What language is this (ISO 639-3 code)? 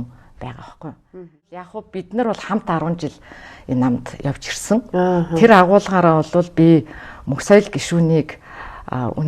mon